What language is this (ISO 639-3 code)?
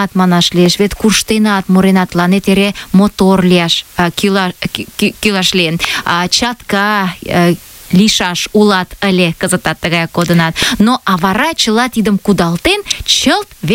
chm